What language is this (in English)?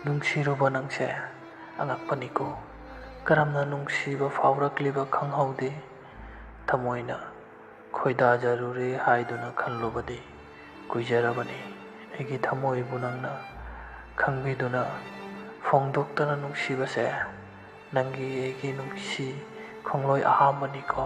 Manipuri